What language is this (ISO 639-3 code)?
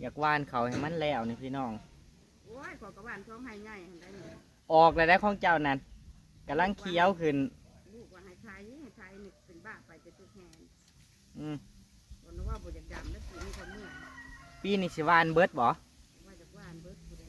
tts